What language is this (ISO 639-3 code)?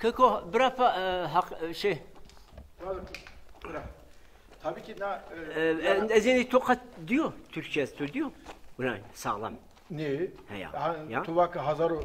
zza